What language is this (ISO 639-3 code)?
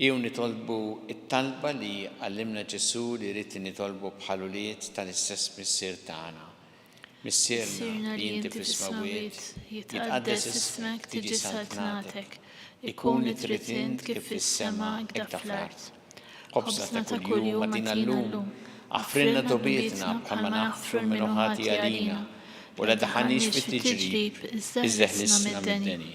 mlt